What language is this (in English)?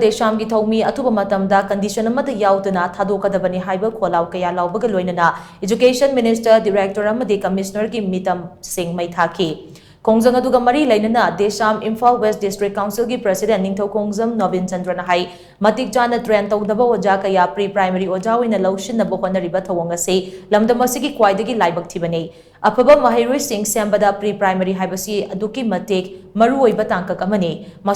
Manipuri